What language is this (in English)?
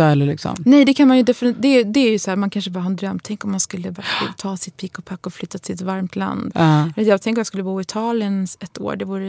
Swedish